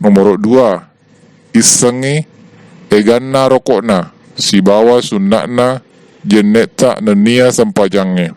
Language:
Buginese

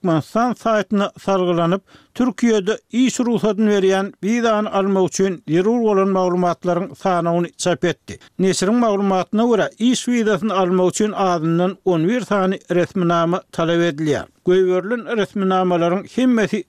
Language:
Turkmen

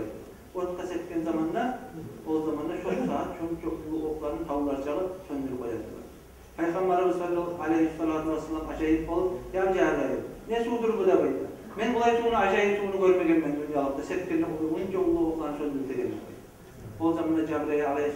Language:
Kumyk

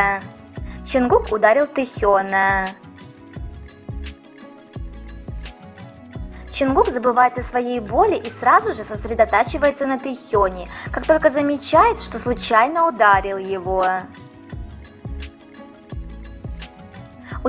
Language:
Russian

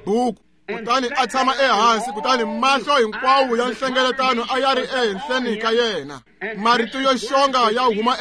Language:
Tsonga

